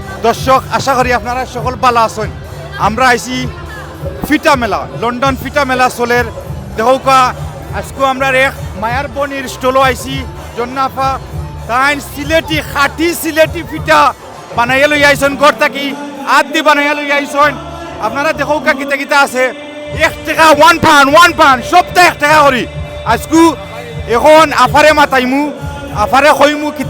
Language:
Sylheti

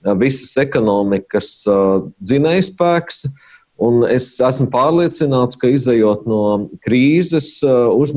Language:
Latvian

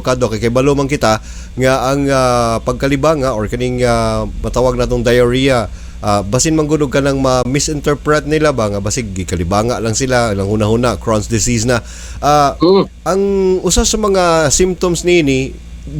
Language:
Cebuano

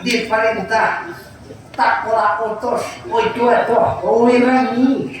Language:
Banjar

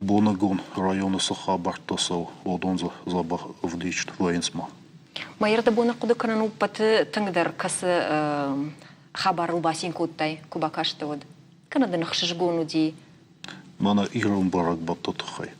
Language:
Ossetic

